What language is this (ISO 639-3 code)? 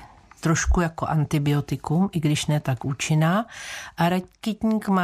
ces